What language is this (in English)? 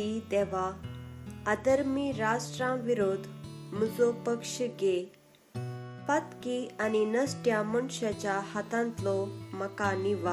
Konkani